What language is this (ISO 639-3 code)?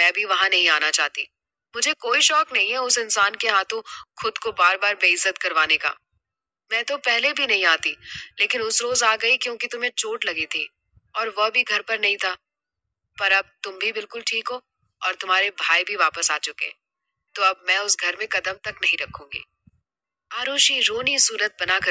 hin